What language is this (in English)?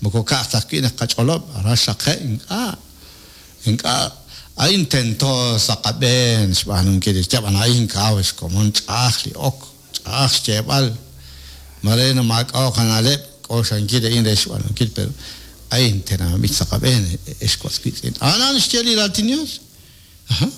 Kekchí